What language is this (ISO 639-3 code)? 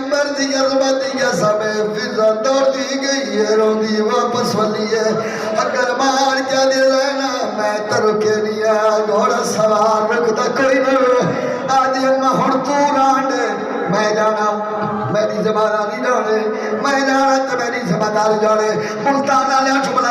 skr